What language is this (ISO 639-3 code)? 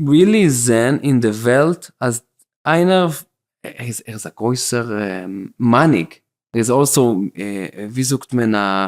yid